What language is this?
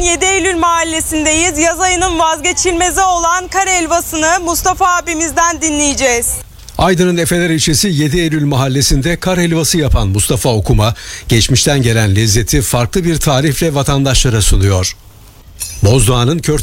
Turkish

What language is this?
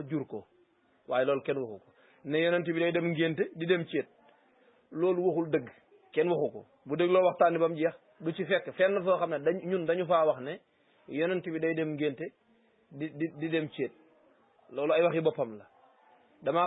Wolof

